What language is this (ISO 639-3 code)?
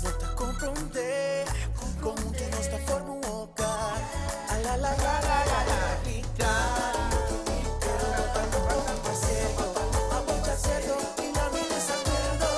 pap